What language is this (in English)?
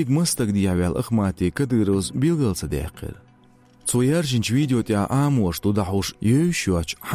Chechen